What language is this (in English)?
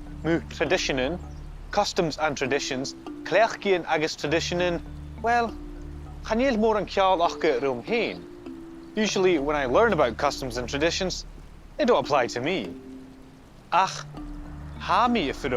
Scottish Gaelic